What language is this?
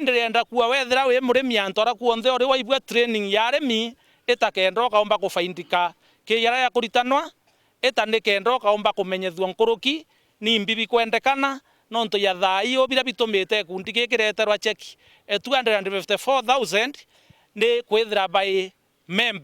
Meru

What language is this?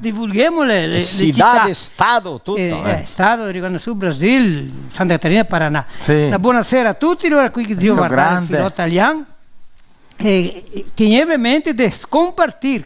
Venetian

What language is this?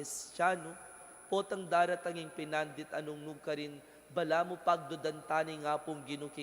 Pampanga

